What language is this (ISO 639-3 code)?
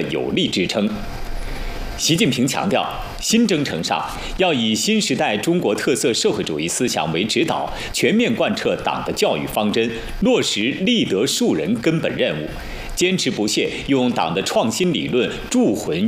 zho